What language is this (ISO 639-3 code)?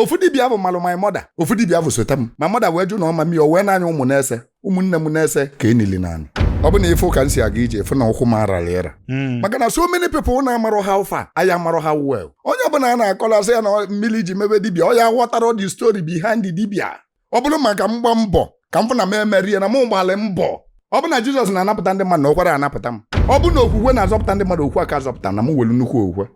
ibo